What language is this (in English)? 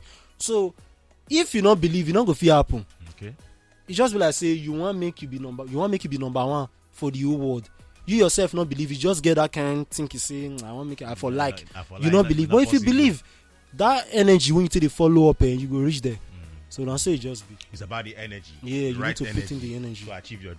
Nigerian Pidgin